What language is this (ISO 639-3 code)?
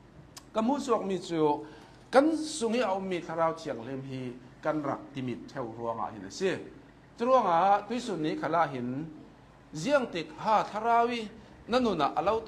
cnh